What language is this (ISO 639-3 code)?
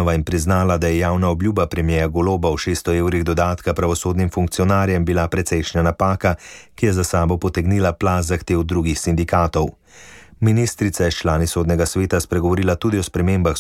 slv